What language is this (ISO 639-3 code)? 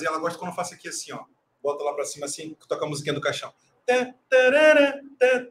por